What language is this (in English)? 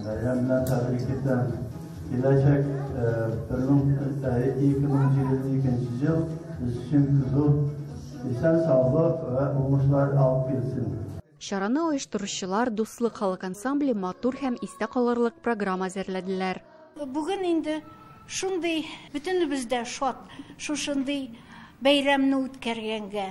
Tatar